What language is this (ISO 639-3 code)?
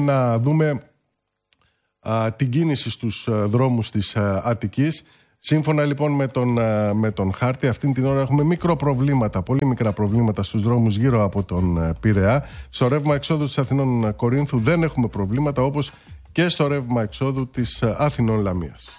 ell